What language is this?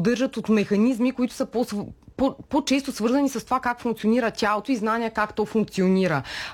Bulgarian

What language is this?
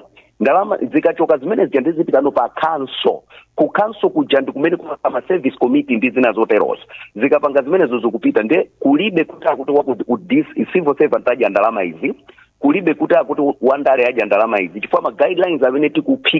Nyanja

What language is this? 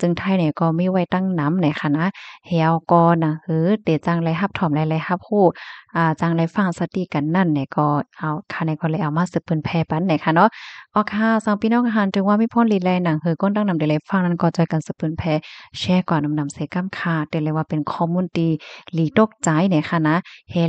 Shan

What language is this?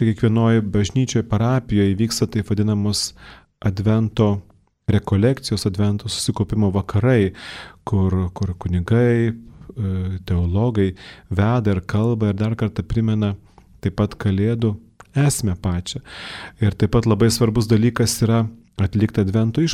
Lithuanian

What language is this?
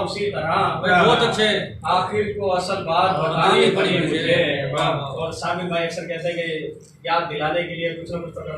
Haryanvi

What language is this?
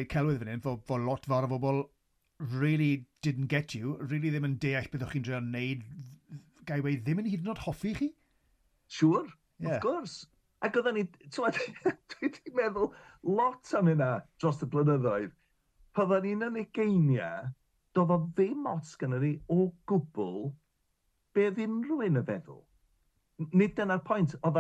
Welsh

